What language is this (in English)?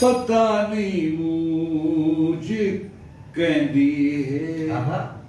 Saraiki